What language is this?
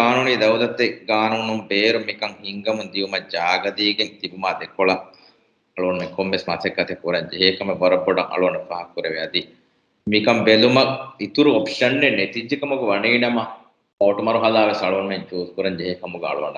Divehi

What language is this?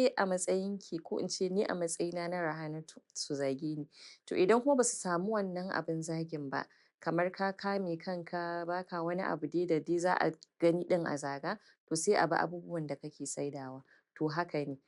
Hausa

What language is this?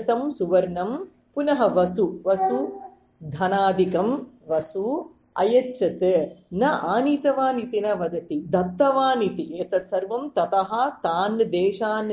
Sanskrit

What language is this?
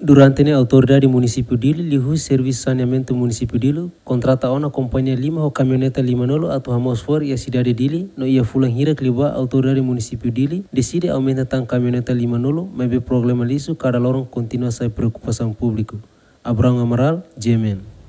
Tetum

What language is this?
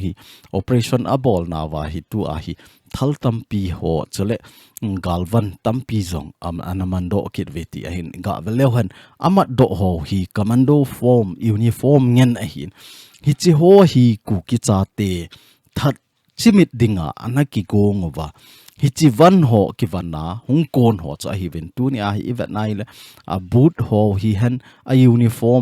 Thado Chin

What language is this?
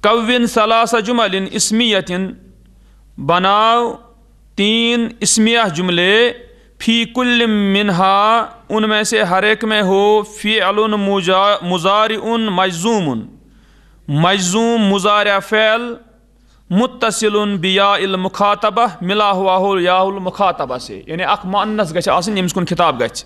Kashmiri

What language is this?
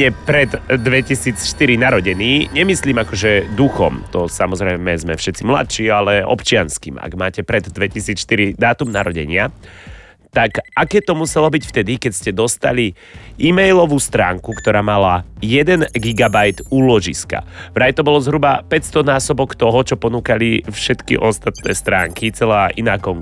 Slovak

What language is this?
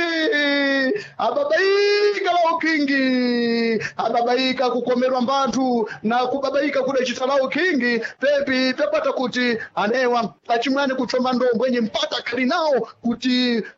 Sena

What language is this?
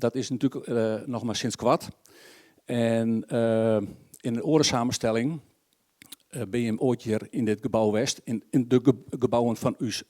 Western Frisian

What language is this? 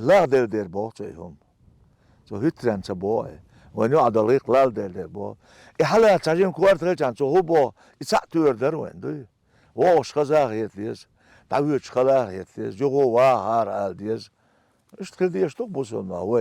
Chechen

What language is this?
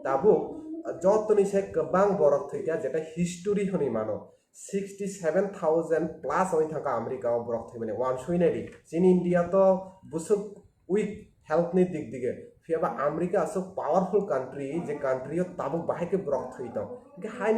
Kok Borok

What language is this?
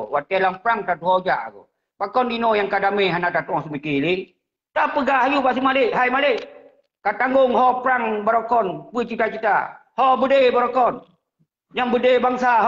Achinese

